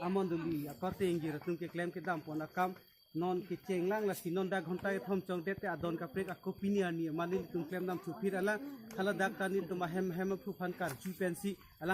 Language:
Karbi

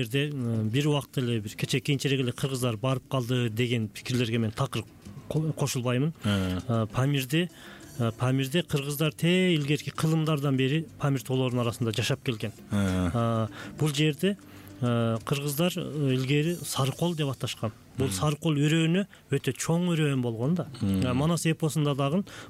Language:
Kyrgyz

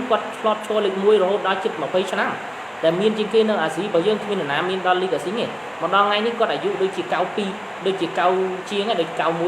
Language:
Khmer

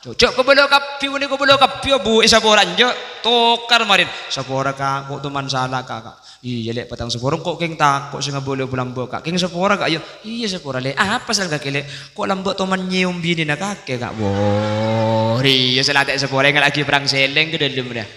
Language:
Madurese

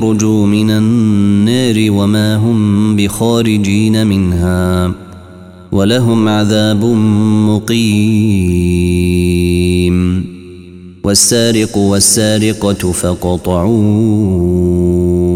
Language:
Arabic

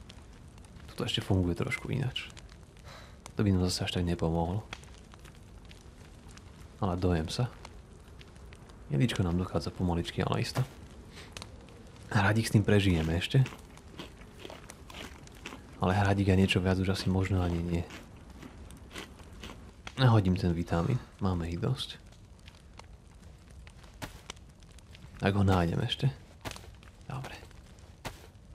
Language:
Slovak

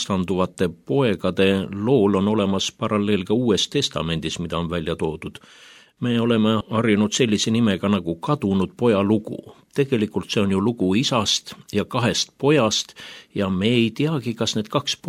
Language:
Estonian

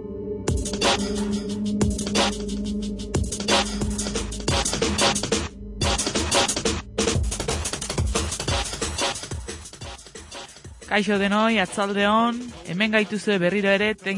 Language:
Basque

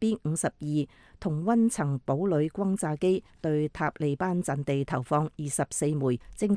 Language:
Cantonese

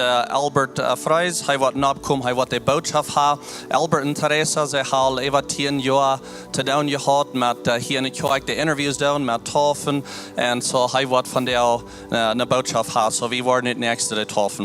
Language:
Plautdietsch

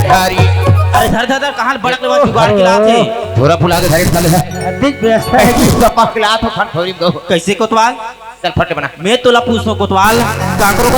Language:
Chhattisgarhi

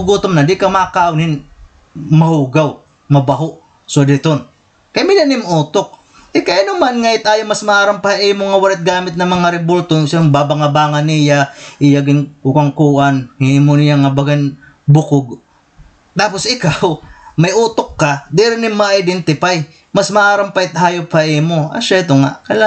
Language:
Waray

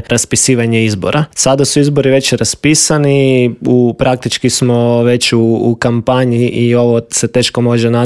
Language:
Croatian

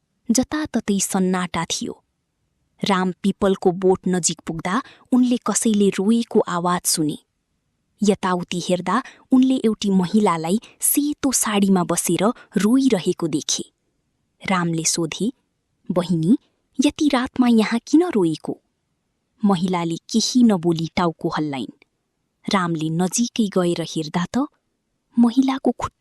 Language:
Nepali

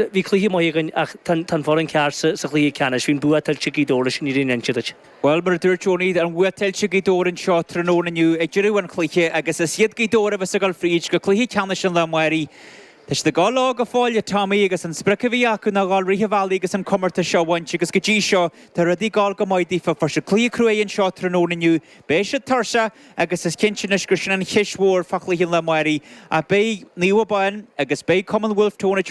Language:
Irish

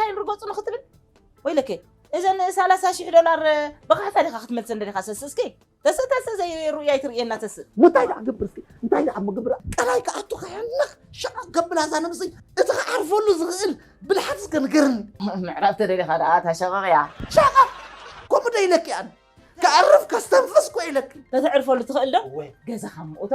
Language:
Tigrinya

